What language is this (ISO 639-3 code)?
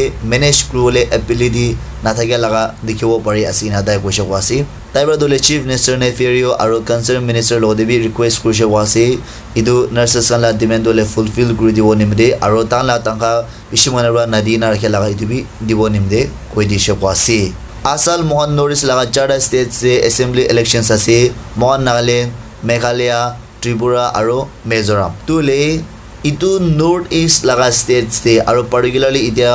nag